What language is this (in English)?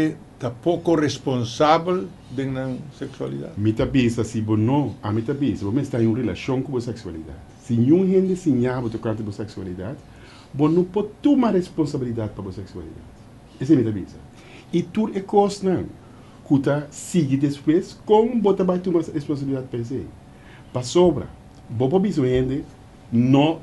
Papiamento